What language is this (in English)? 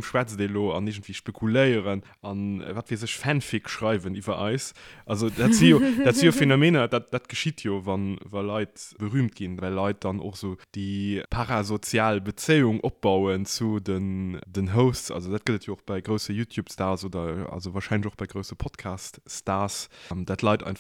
Luxembourgish